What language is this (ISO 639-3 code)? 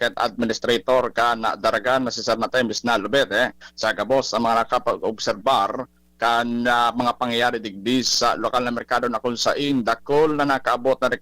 bik